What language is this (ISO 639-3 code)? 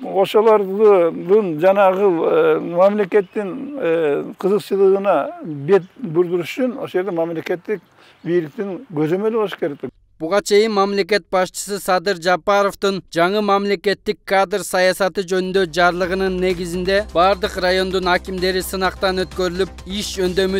kir